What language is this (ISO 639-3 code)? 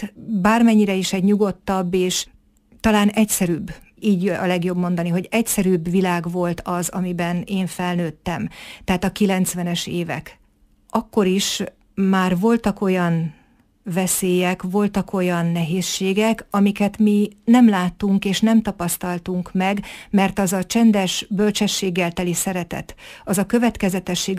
hun